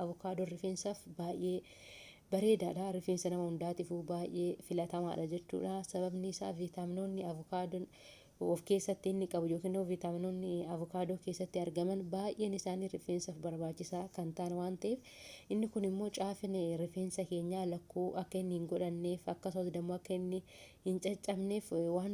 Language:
Oromo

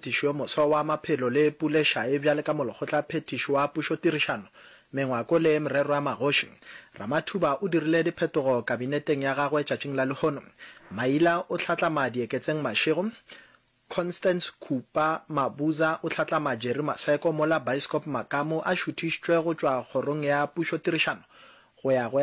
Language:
Northern Sotho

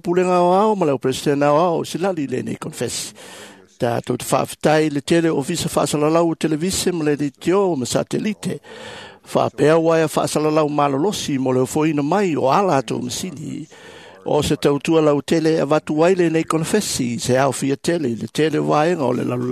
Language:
Samoan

